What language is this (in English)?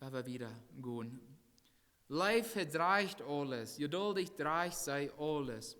Plautdietsch